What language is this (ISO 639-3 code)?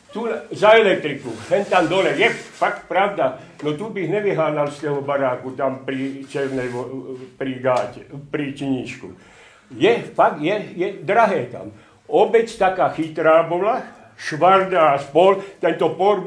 slk